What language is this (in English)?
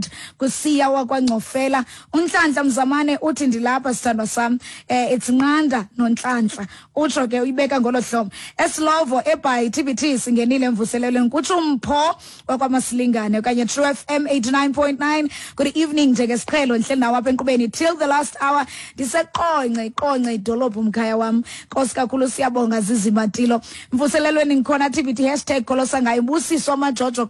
Xhosa